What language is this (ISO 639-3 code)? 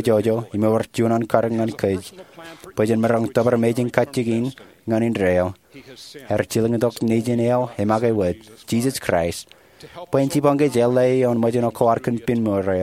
mah